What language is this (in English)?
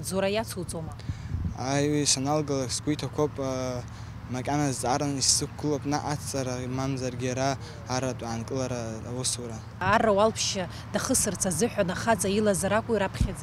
Abkhazian